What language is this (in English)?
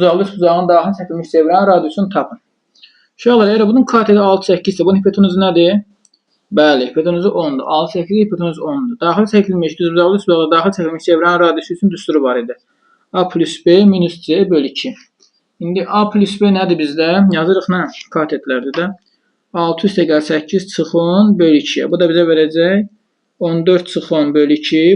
Azerbaijani